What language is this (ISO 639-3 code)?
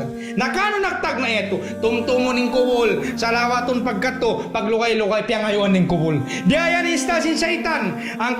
tsg